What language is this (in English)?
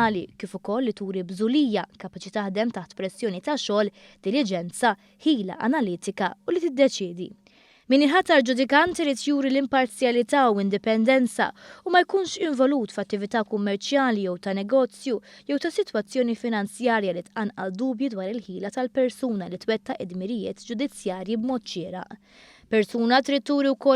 Maltese